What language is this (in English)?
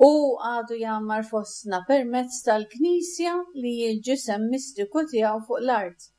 Maltese